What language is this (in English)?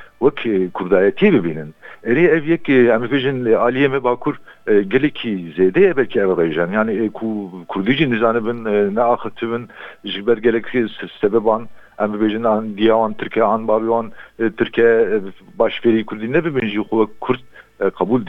Kurdish